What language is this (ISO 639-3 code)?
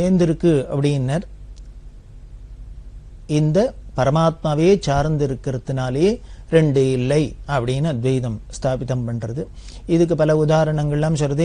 tam